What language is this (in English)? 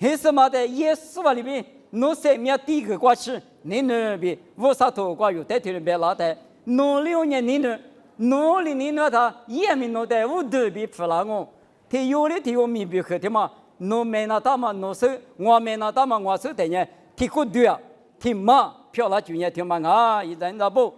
Lisu